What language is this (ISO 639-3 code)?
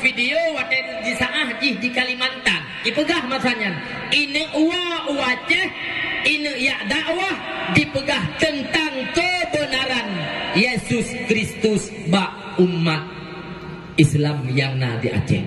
ace